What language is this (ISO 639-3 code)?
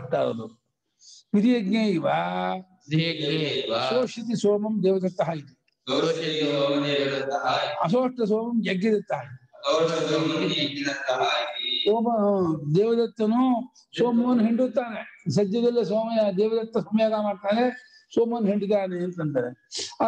kan